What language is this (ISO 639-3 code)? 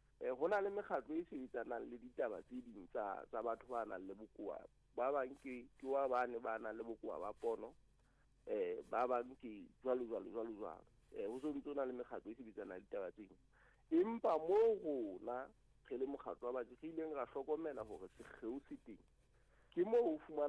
sot